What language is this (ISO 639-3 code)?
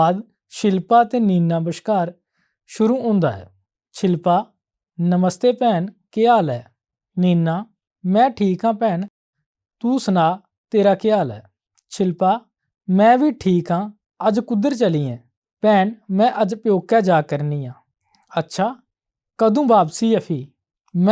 doi